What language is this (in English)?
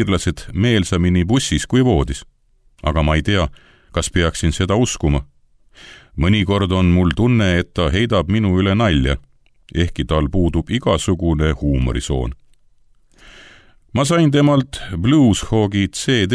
Estonian